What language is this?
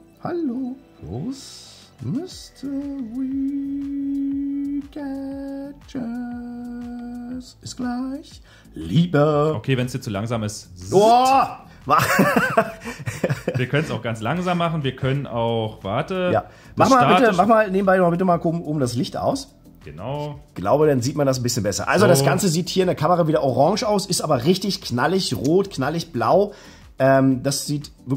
German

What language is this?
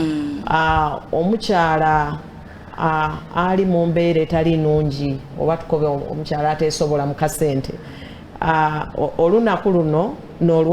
Soga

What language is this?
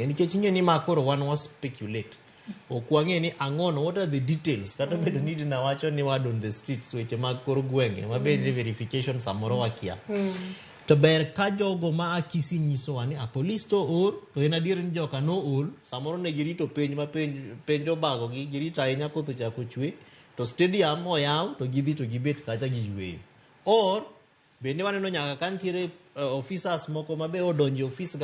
Luo (Kenya and Tanzania)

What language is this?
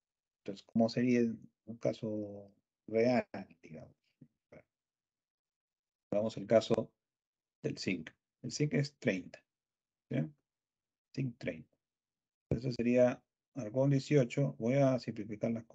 Spanish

